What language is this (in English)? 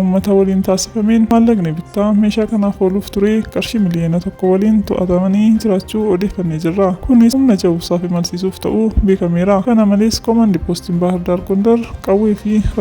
Oromo